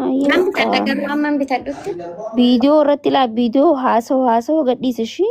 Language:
Oromo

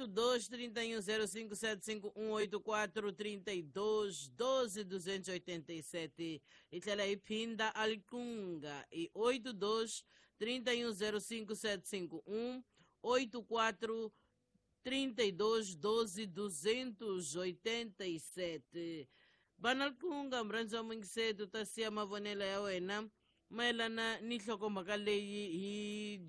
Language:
Tsonga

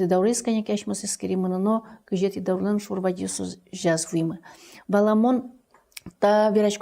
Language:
Udmurt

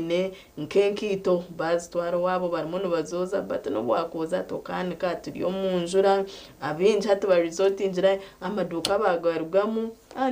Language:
Nyankole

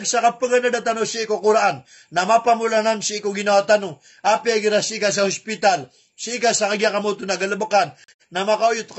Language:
Maranao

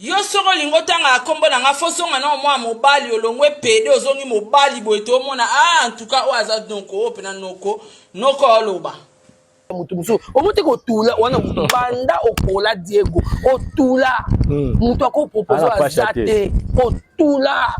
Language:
Lingala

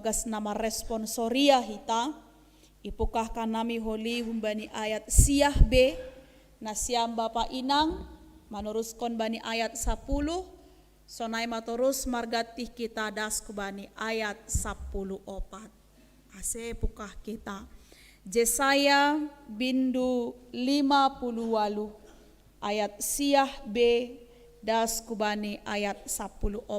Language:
Batak Simalungun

